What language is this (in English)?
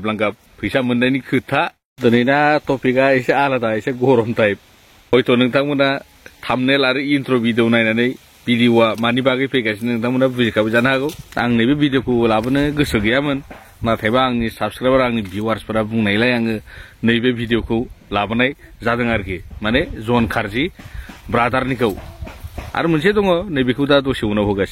Bodo